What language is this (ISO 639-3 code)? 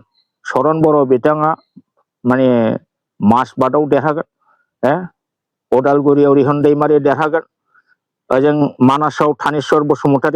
brx